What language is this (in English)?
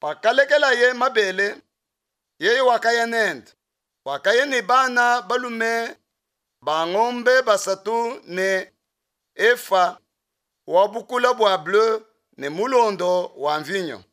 Luba-Lulua